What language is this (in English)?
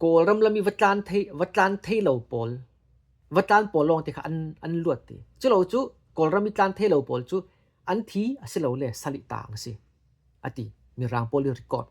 Falam Chin